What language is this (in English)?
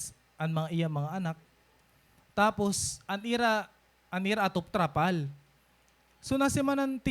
Waray